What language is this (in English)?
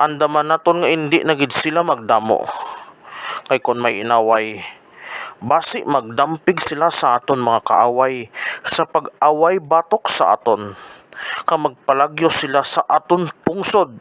Hiligaynon